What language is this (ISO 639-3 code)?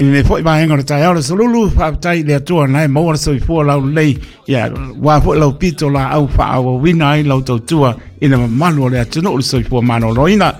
smo